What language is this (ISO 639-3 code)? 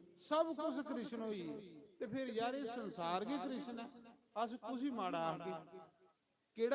doi